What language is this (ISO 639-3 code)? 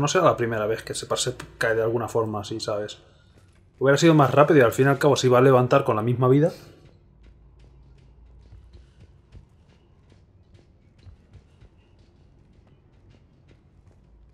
spa